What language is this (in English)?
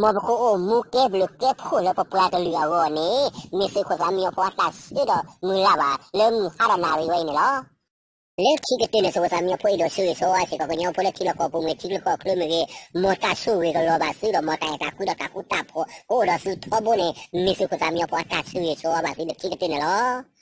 S'gaw Karen